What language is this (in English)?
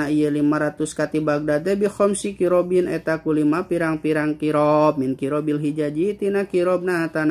Sundanese